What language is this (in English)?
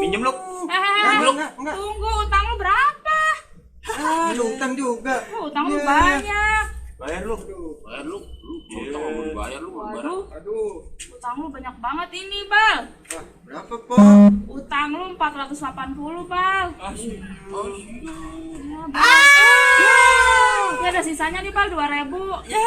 Betawi